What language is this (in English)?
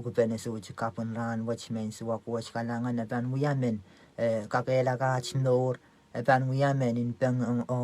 Pohnpeian